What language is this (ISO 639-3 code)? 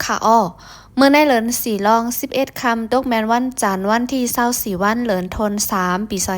shn